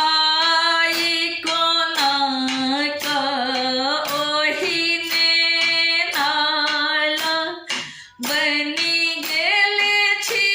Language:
Maithili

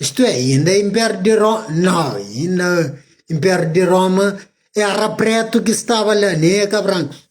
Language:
Kabuverdianu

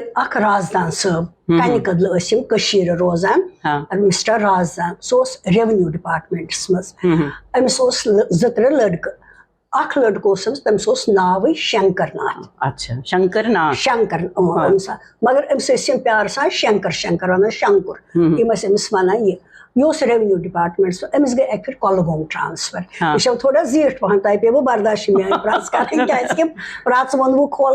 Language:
Kashmiri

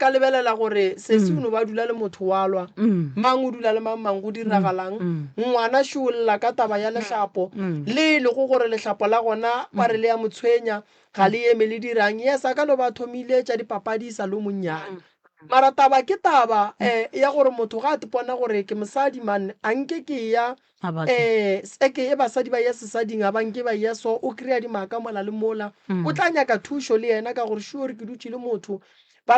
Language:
Northern Sotho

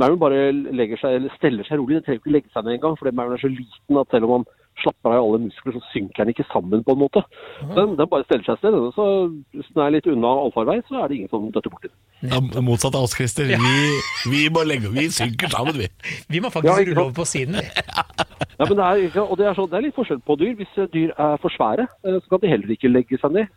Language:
Norwegian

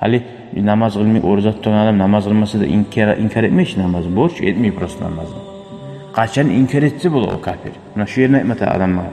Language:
Kumyk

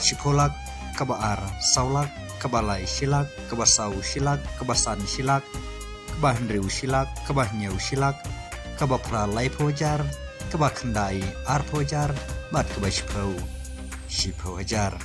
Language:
Khasi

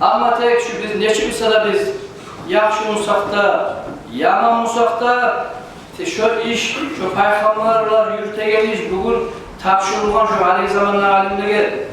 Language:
Kumyk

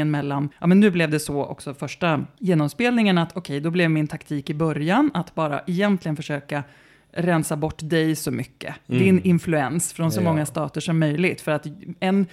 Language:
Swedish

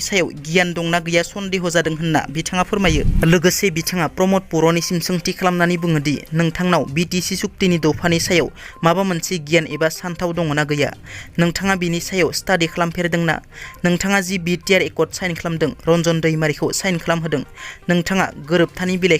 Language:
Bodo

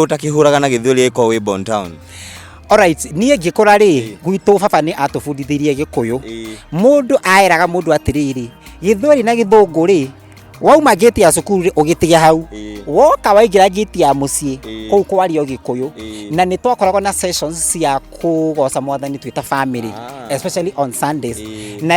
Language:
Kikuyu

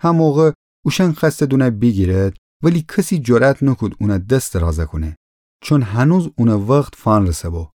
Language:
Gilaki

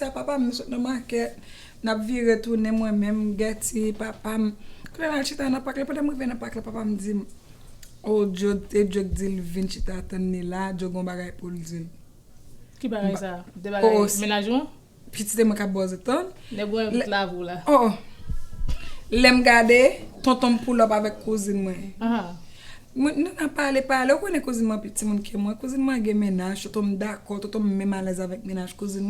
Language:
Haitian Creole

